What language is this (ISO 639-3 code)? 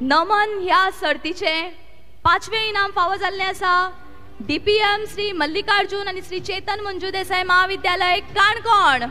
kok